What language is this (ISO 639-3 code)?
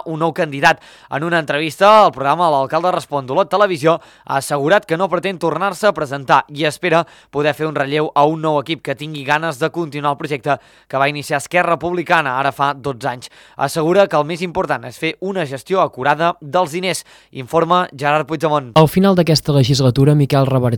cat